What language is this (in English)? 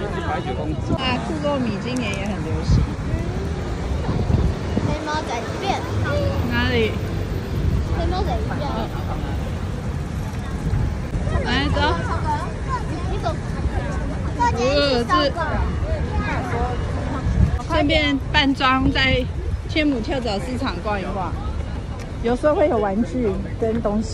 Chinese